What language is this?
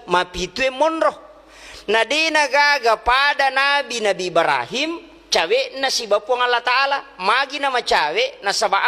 Buginese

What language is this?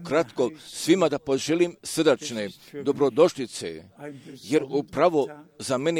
Croatian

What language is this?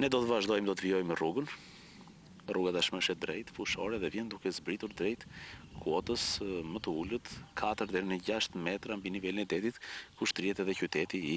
Albanian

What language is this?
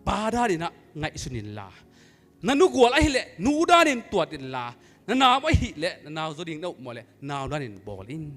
Tedim Chin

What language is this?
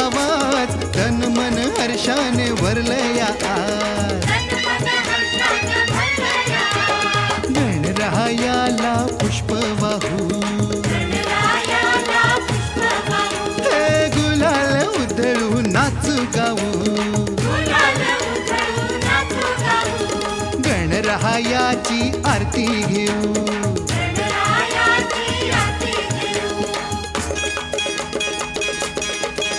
Marathi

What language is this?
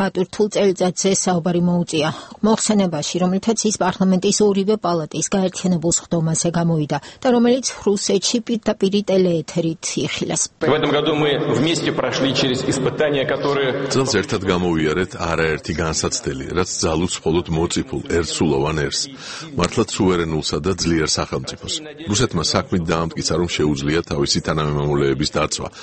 Georgian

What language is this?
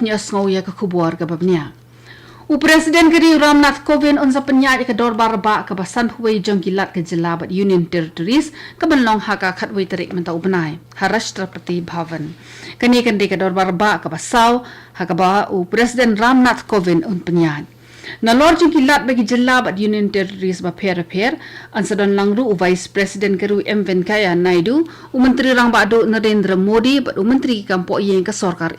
Khasi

